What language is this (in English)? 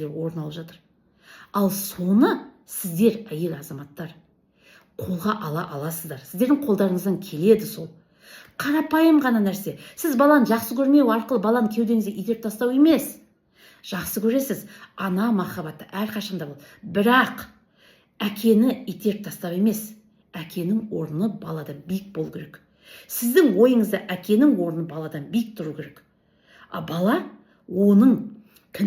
Kazakh